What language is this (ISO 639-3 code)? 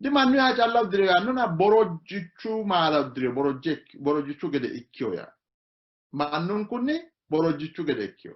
sid